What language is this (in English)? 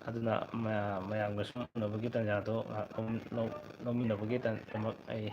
Manipuri